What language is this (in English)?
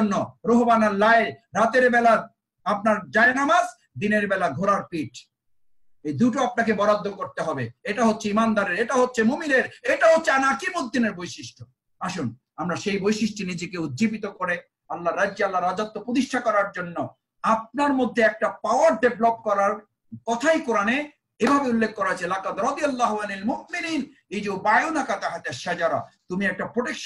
Bangla